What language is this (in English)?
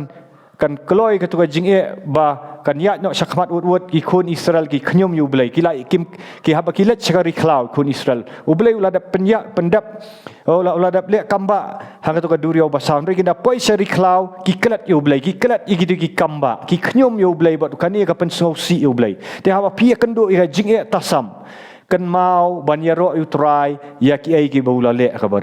Khasi